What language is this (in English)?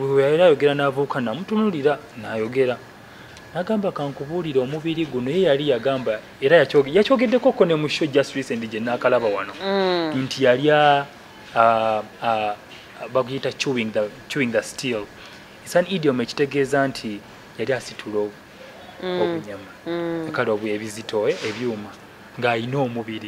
Ganda